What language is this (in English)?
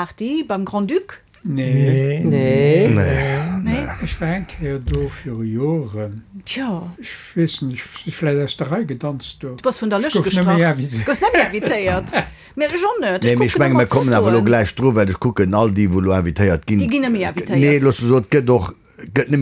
Luxembourgish